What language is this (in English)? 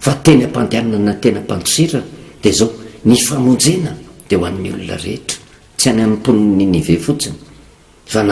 Malagasy